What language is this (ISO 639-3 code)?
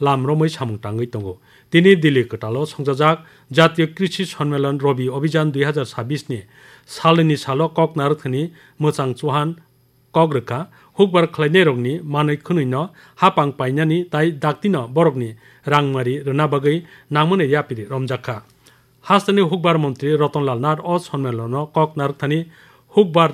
trp